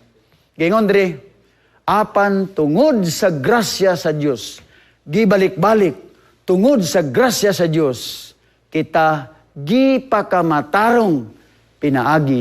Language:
Cebuano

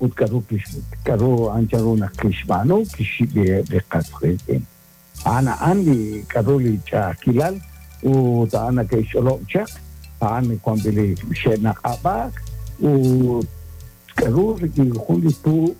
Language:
Kekchí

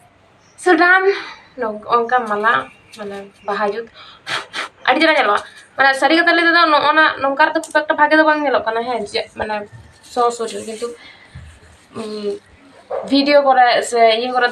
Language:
Santali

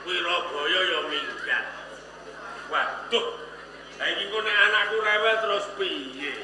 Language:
Javanese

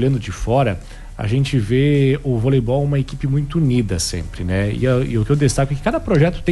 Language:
Portuguese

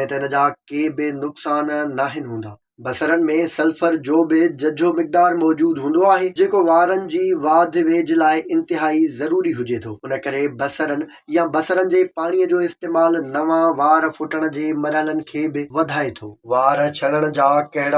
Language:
Sindhi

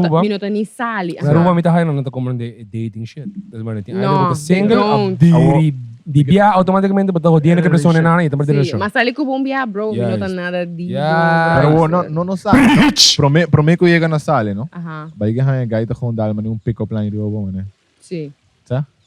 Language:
Papiamento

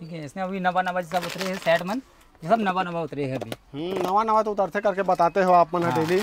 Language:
Chhattisgarhi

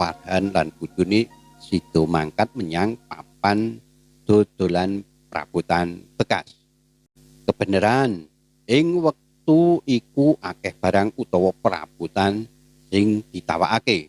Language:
Javanese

